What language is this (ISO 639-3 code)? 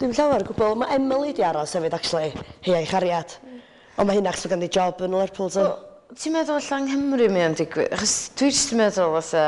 cym